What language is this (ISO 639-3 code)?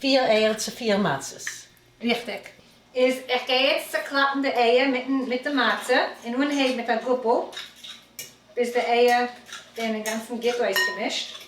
yid